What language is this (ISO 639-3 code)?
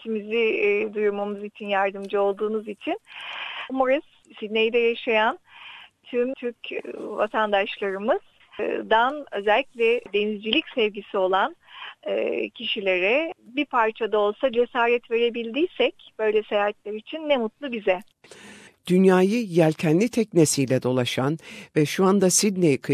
tur